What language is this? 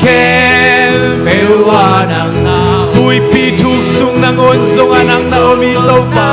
Tedim Chin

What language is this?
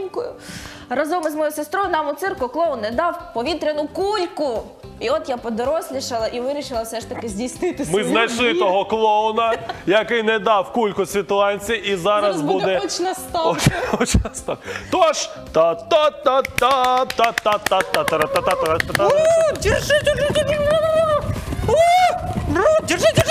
Ukrainian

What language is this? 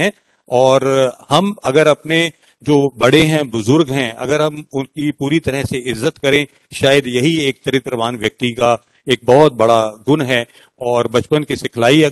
Hindi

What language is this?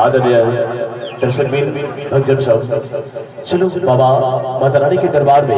Maithili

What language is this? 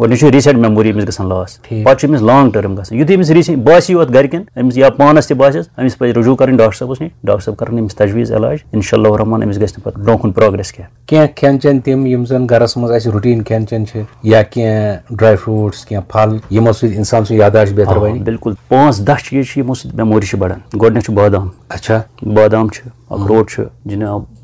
Kashmiri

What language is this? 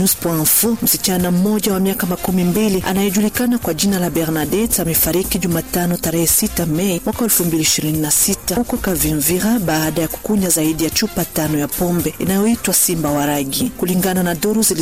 Swahili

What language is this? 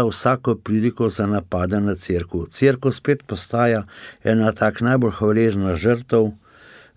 Slovenian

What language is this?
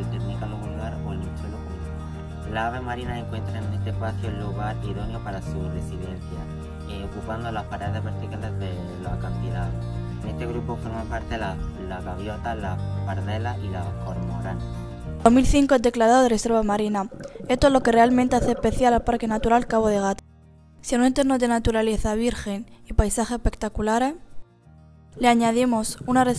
Spanish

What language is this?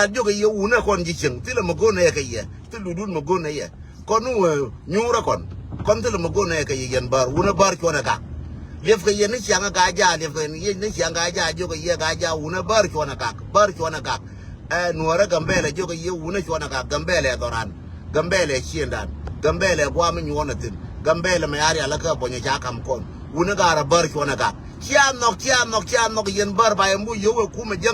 Nuer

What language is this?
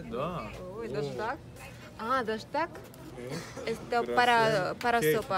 Russian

